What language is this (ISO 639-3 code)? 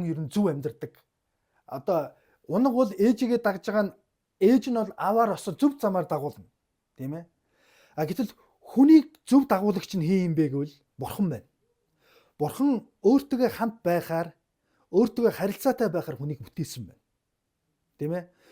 mon